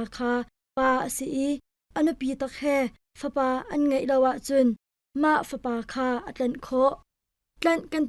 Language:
Hakha Chin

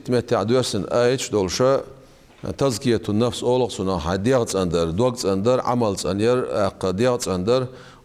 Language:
Chechen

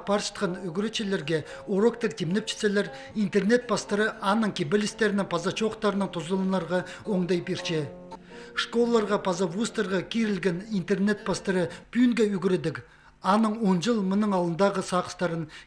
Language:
Khakas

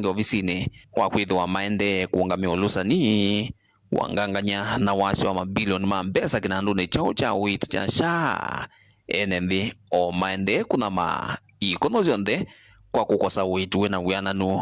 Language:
Kamba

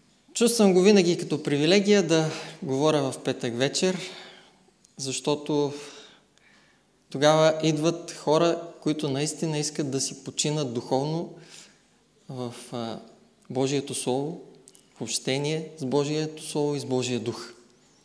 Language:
Bulgarian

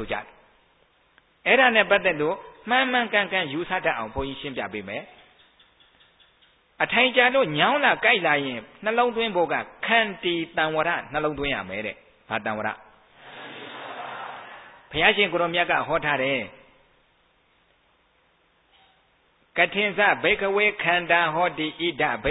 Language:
Burmese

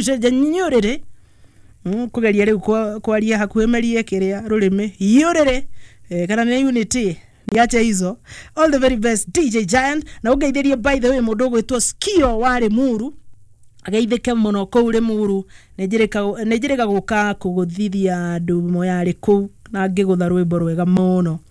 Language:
Kikuyu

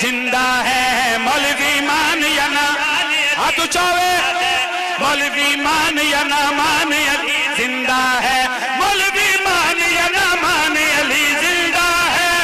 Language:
Pahari-Potwari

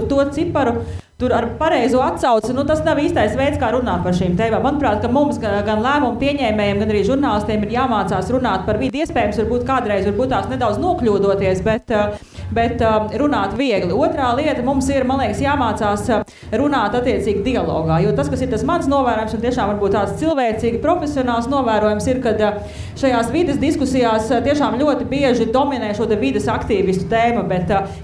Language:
Latvian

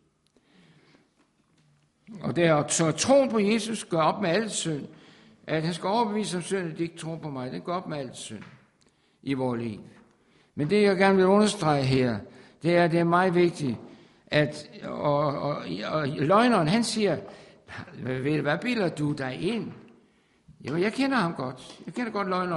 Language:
Danish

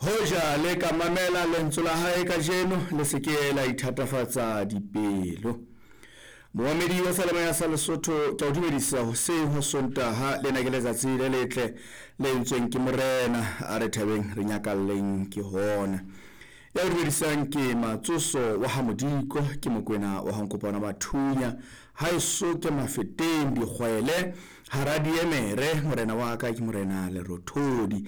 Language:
Southern Sotho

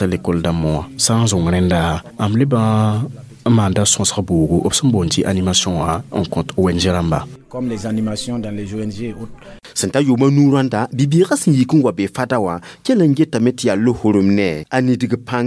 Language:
Mossi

